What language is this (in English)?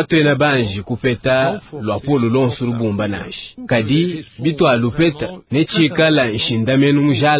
Luba-Lulua